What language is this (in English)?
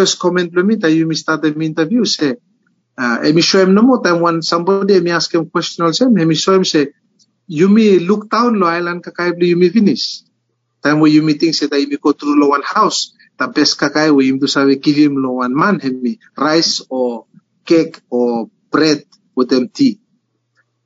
Bislama